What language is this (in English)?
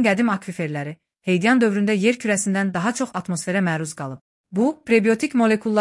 Azerbaijani